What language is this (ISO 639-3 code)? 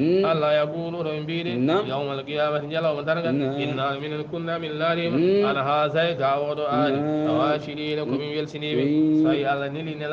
ful